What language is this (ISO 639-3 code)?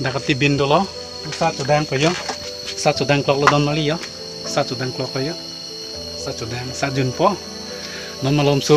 mjw